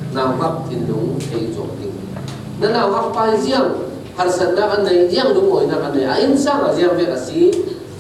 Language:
Falam Chin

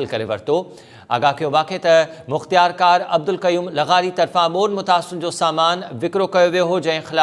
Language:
Sindhi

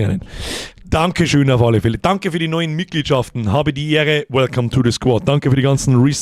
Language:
Bavarian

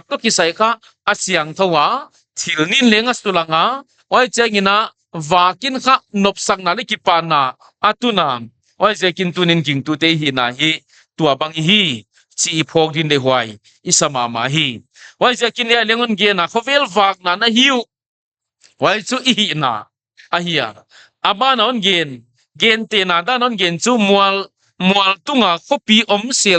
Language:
Paite Chin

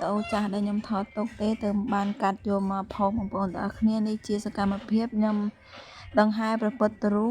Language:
Khmer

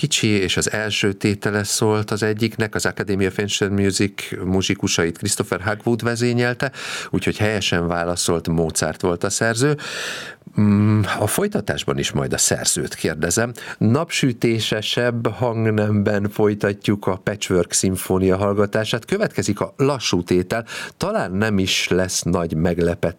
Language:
Hungarian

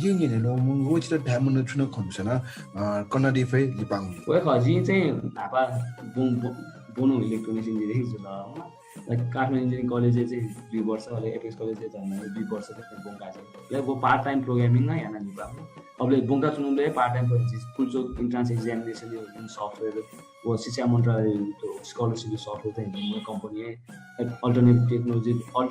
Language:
Newari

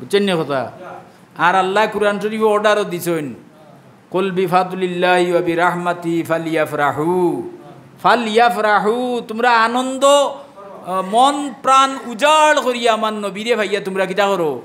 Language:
Sylheti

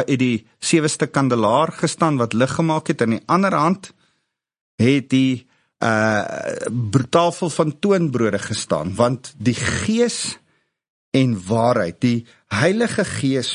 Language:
Afrikaans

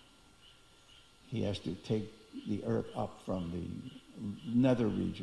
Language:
English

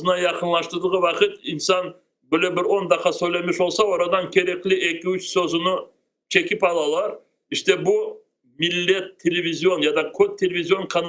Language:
Crimean Tatar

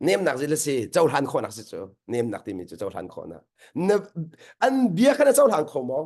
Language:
Hakha Chin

